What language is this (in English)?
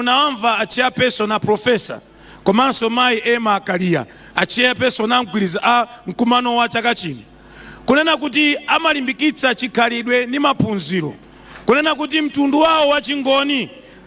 Nyanja